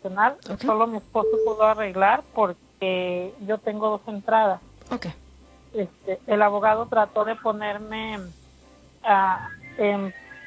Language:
Spanish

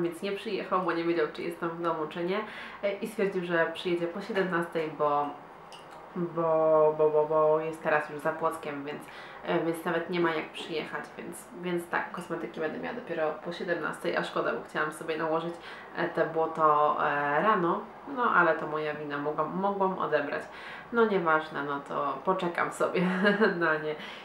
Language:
Polish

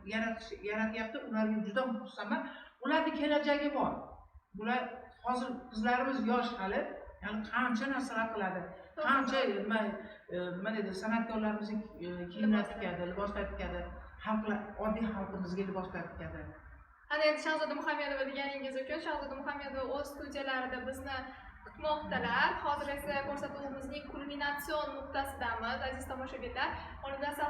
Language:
Uzbek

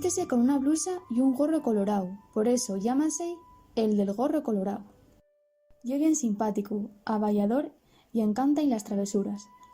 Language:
Asturian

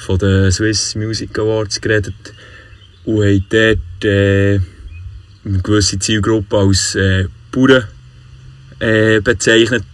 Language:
Swiss German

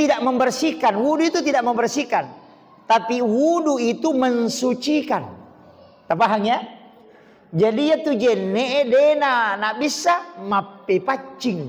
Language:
Buginese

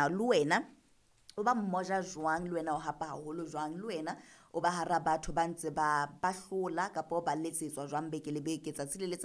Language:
Southern Sotho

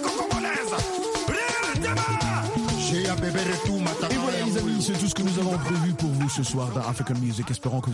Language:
French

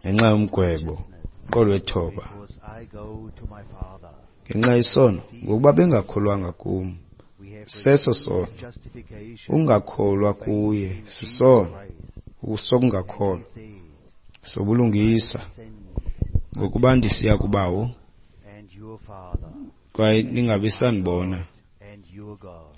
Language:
Xhosa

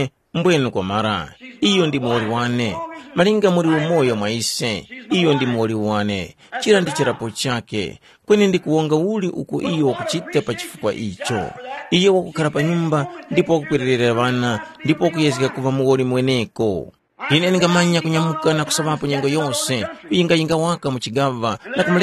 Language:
Tumbuka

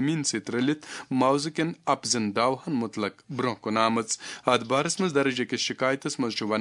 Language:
Kashmiri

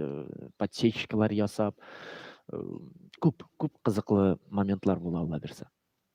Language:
Tatar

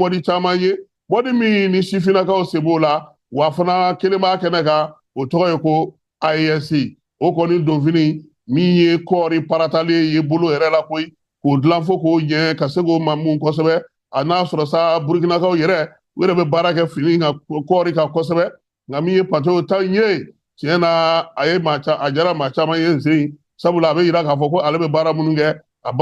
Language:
Bambara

